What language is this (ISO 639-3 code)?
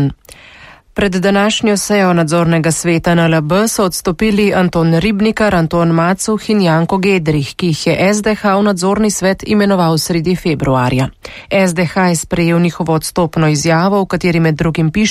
slv